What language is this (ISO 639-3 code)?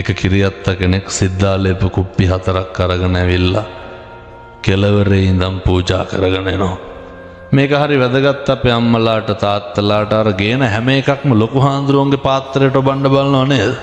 sin